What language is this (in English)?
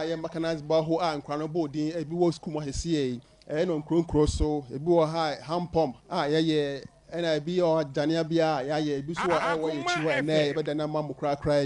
Akan